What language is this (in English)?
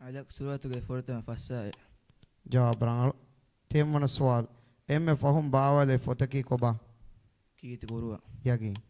Divehi